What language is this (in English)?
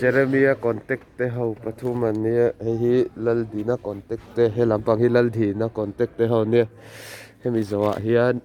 Mizo